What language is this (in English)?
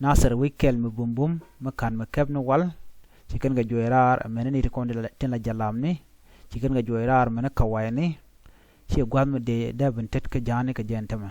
Nuer